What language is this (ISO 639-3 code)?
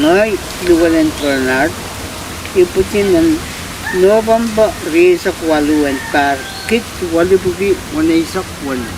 pon